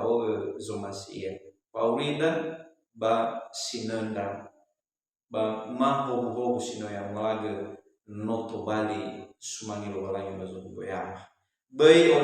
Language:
Nias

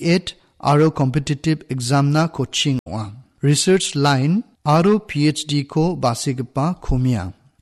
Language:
Garo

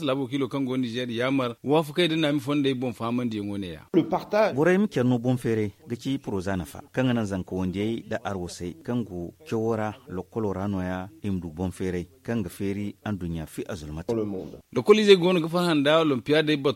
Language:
Zarma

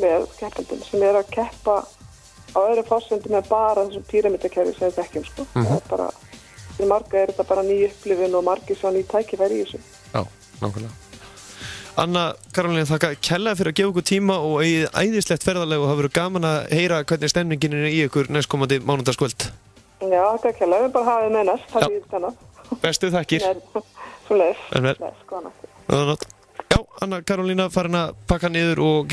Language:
Icelandic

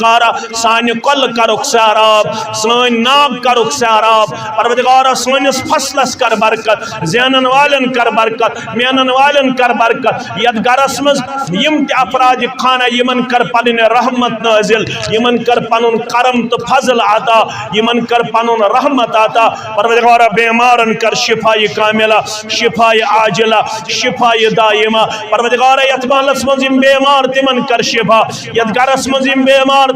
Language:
Kashmiri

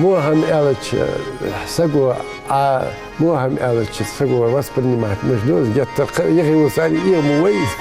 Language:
Ingush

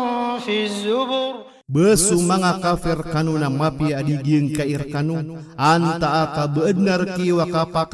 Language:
Maranao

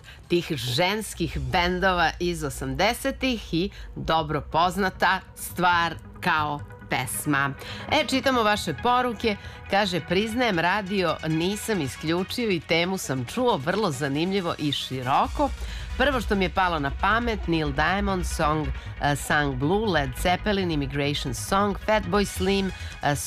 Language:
Serbian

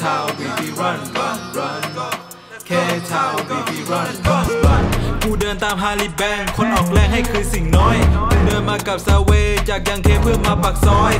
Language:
Thai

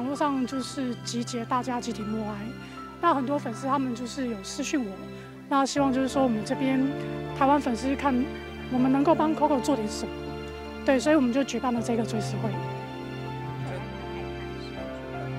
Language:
Chinese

